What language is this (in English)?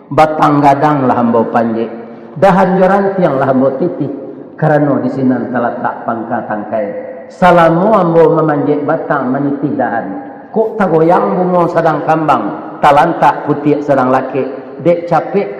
Minangkabau